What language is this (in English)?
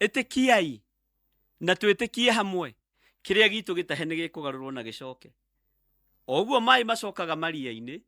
Kikuyu